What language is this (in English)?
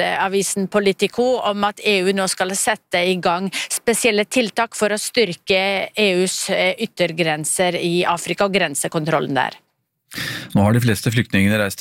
Norwegian